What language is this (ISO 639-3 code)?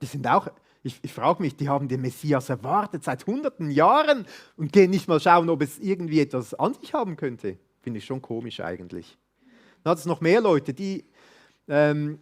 gsw